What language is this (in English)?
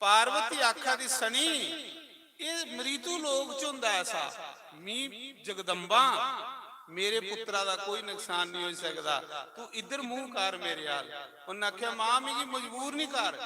Dogri